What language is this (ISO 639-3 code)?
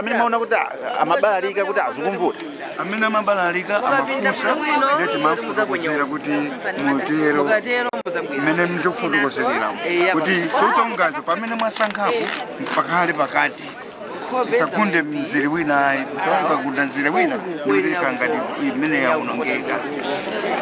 nya